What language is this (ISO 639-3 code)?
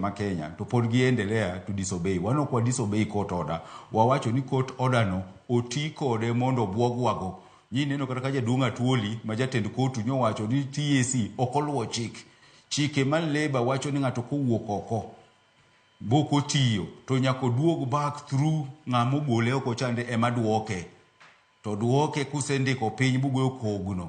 luo